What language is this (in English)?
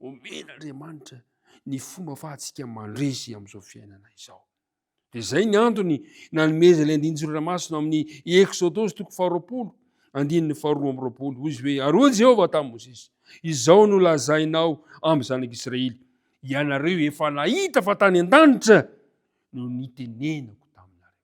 Malagasy